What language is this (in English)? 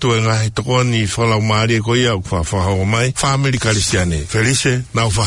Tongan